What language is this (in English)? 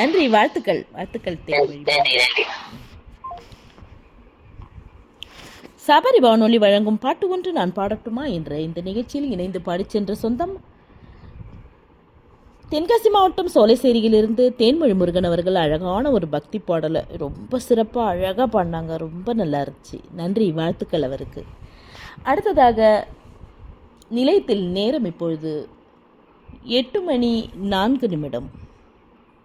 Tamil